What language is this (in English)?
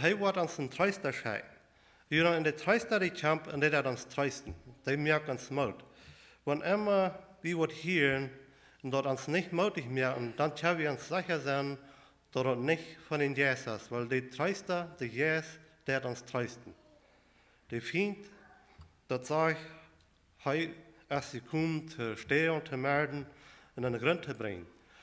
Plautdietsch